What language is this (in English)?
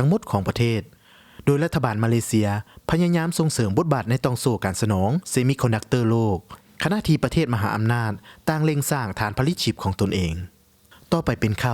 Lao